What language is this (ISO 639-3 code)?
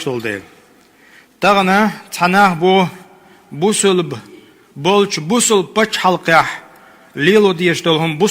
che